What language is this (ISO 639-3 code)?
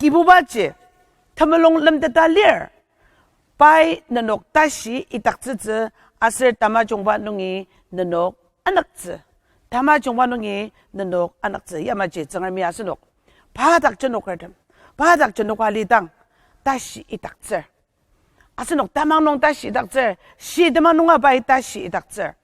njo